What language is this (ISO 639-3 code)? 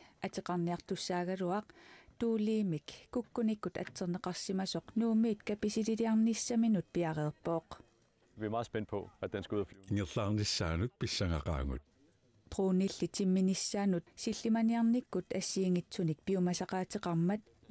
kal